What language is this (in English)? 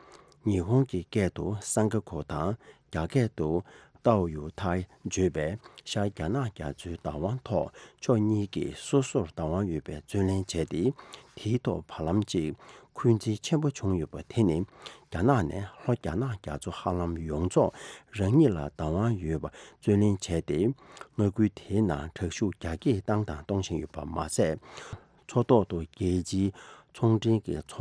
Tibetan